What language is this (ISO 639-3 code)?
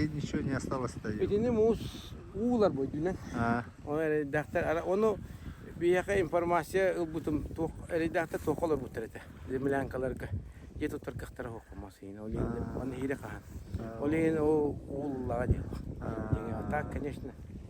sah